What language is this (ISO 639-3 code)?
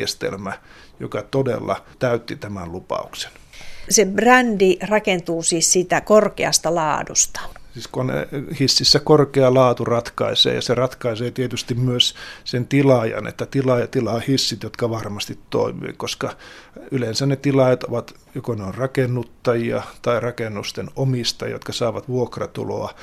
fin